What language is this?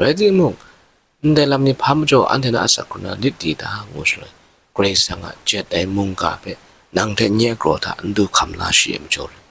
Kachin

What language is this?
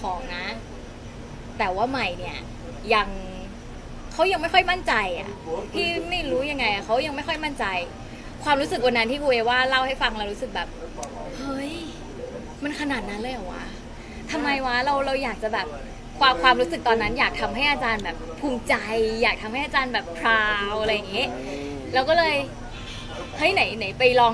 Thai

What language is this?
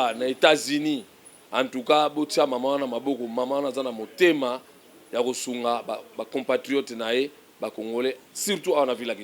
Lingala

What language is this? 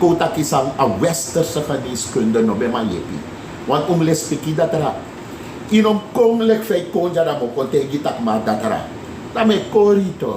Sranan Tongo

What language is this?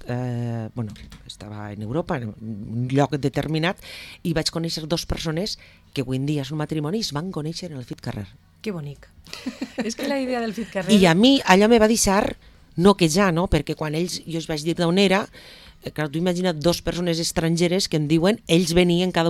Catalan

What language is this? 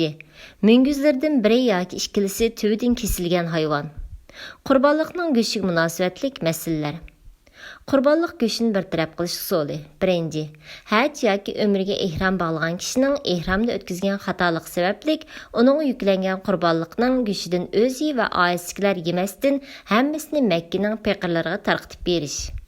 Uyghur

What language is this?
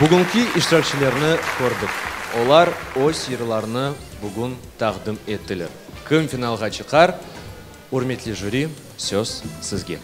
Crimean Tatar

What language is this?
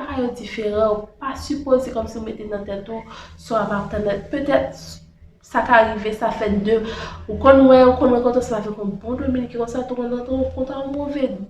Haitian Creole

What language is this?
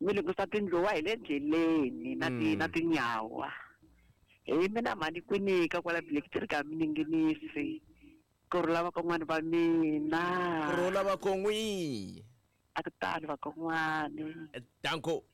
Tsonga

